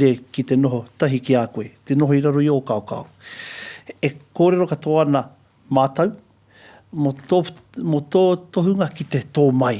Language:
Māori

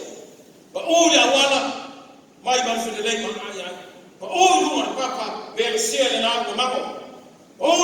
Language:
Samoan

